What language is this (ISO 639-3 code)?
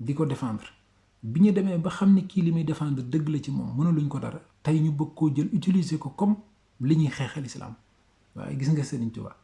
wol